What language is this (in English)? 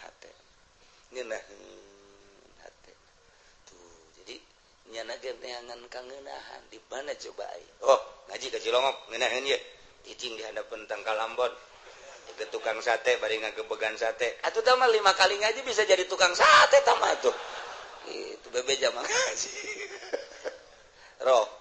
Sundanese